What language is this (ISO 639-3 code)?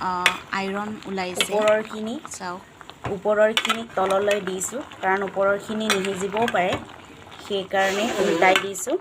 asm